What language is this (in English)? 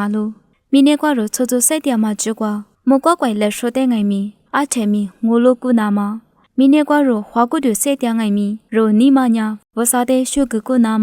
Lisu